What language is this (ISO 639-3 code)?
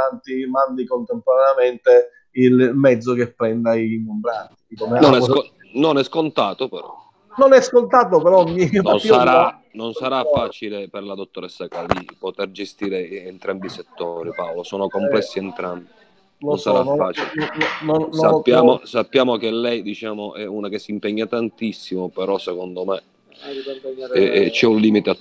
ita